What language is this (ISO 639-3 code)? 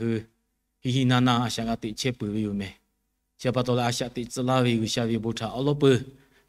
lhu